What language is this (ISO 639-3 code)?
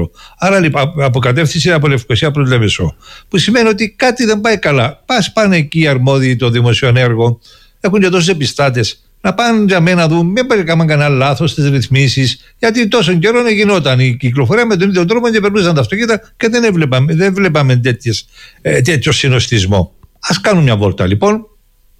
ell